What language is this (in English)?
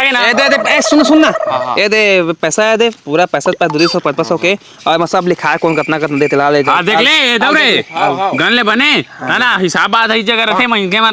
Chhattisgarhi